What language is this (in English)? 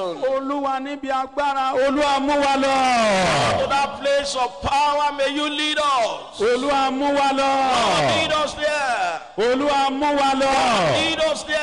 Yoruba